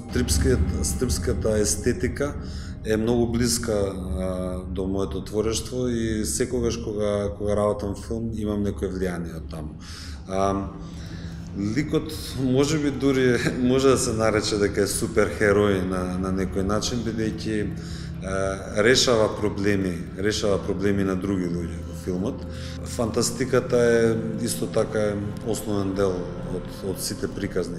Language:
Macedonian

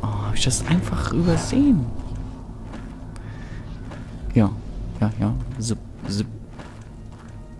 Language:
German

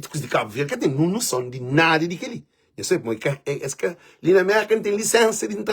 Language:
Kabuverdianu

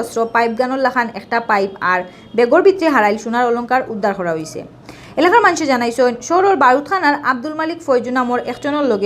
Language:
Sylheti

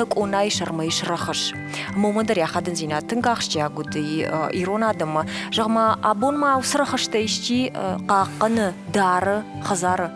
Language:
Ossetic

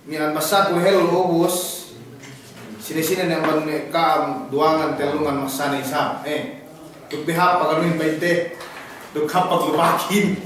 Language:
Yakan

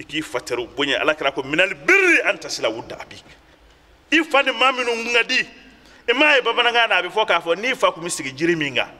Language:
Bambara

